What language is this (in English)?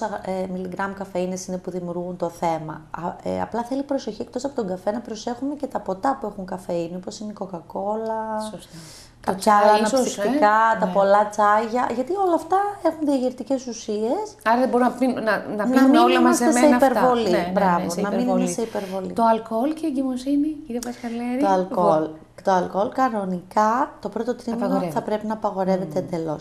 Greek